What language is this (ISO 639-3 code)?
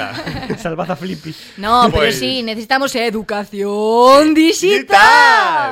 glg